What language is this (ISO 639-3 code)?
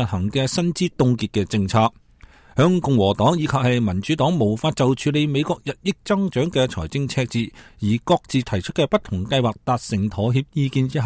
yue